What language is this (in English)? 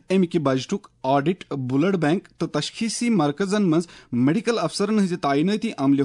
Kashmiri